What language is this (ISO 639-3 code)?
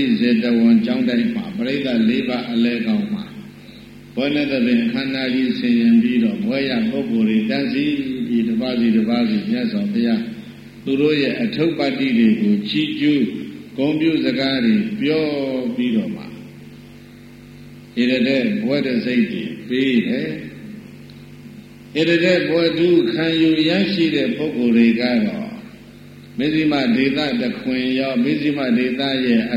mya